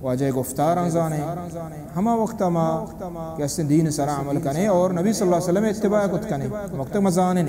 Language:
Baluchi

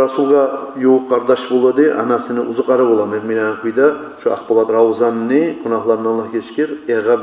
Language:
Kumyk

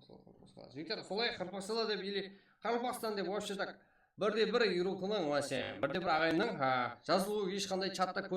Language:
Kara-Kalpak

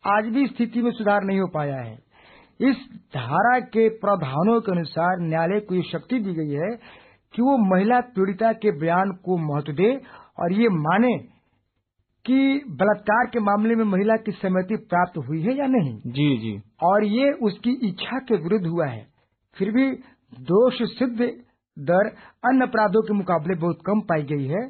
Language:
Hindi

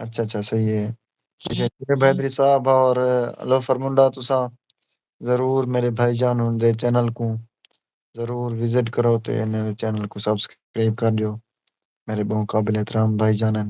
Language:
Saraiki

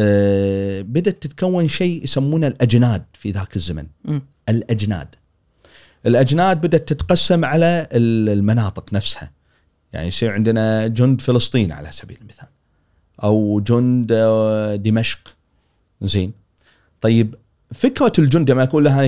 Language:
Gulf Arabic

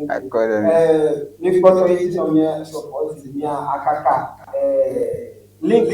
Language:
Ewe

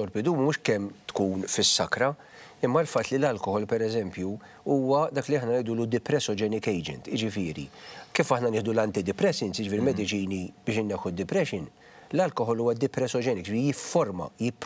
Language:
Maltese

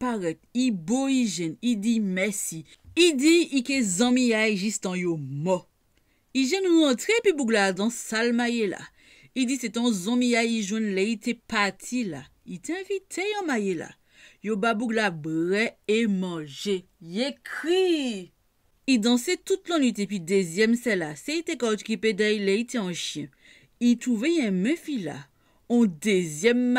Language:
Guadeloupean Creole French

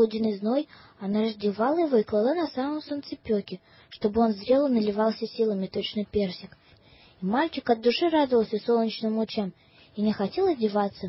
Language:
Russian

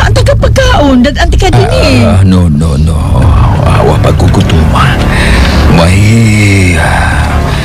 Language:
Cebuano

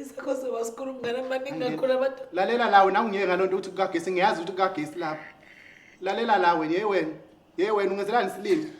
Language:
Zulu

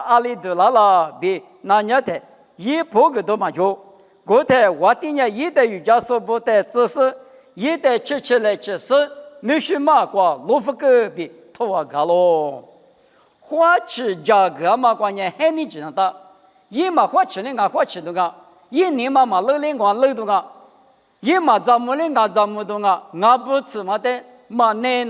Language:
Lisu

